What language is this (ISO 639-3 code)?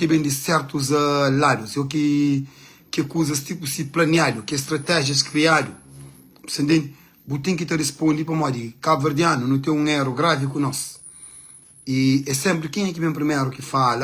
kea